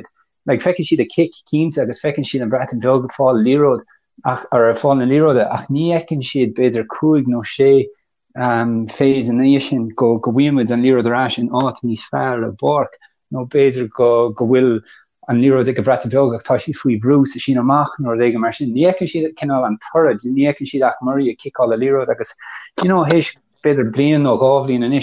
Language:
Irish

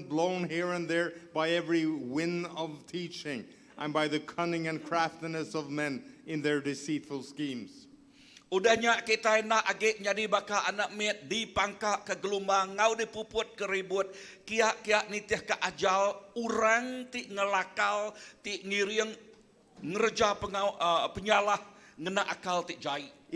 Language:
Iban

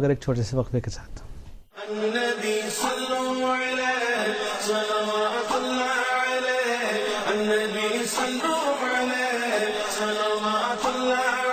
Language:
Urdu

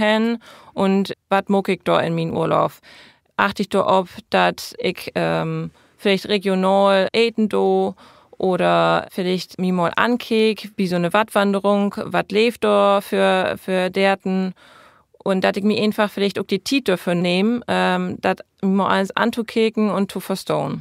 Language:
Low German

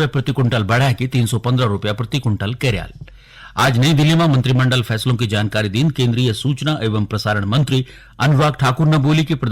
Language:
Garhwali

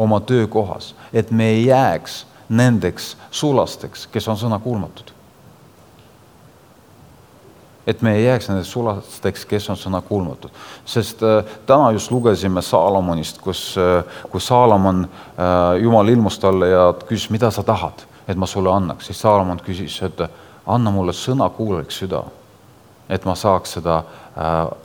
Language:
Estonian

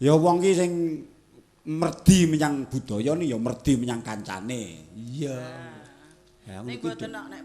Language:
Javanese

